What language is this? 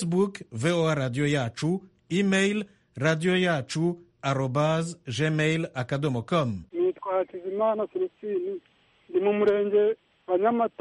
Kinyarwanda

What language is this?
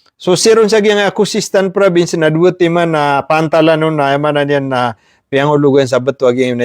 Maranao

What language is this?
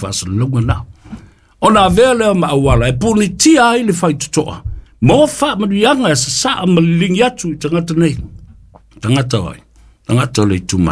Samoan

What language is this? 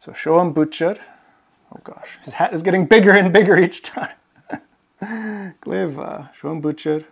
Scottish Gaelic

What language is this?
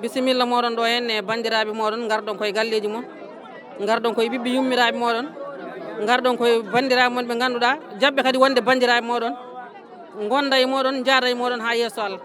Fula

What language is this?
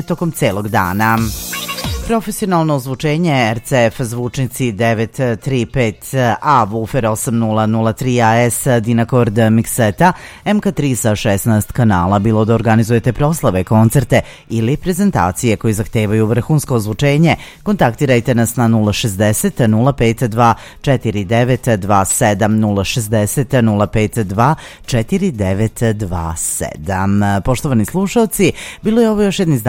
Serbian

